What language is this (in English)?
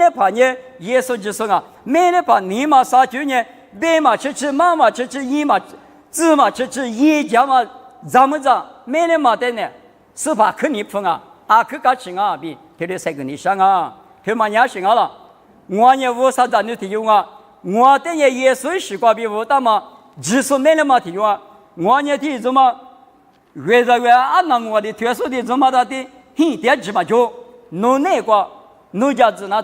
Lisu